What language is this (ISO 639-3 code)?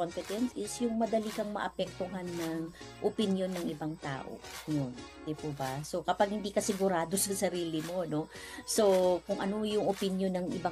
fil